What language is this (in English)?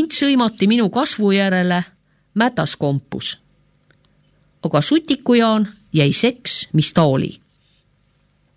Estonian